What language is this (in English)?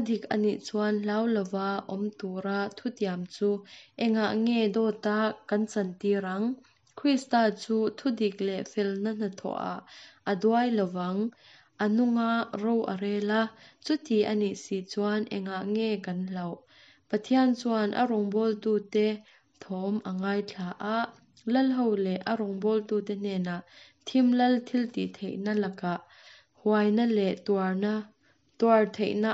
Mizo